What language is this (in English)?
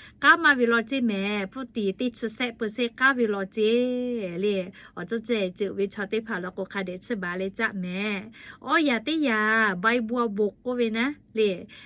Lahu